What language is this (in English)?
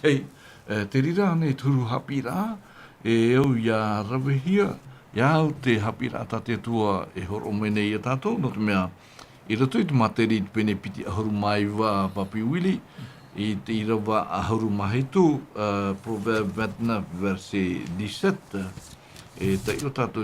Tahitian